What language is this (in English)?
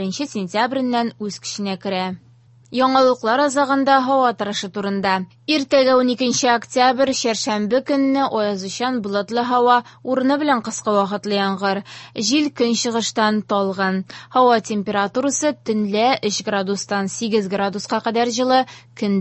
Tatar